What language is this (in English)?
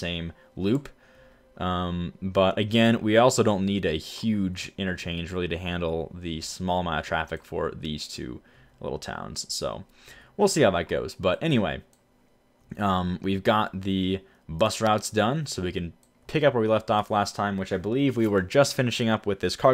English